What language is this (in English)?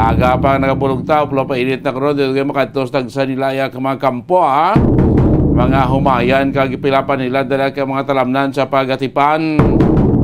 Hiligaynon